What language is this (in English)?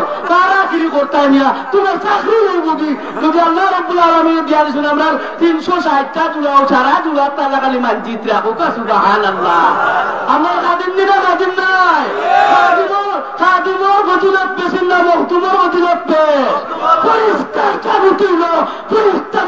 Sylheti